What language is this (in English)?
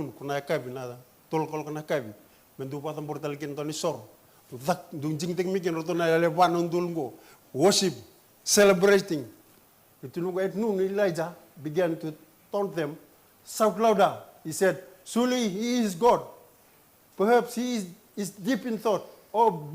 Fijian